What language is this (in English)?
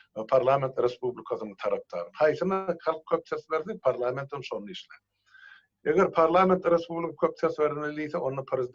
Turkmen